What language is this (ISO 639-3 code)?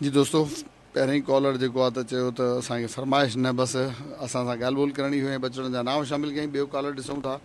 snd